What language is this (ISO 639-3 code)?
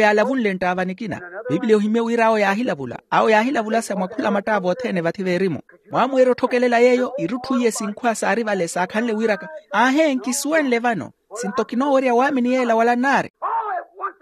vmw